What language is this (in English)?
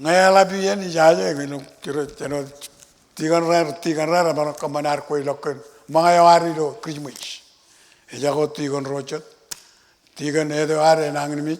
Marshallese